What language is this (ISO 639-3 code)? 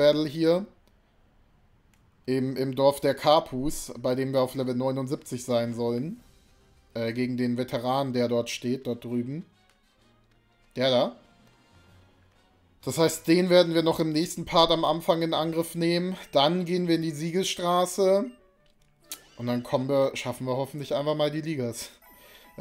deu